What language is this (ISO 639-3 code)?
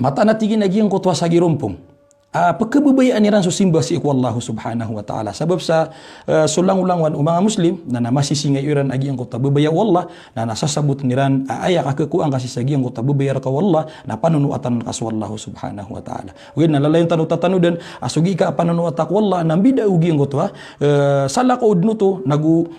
mrw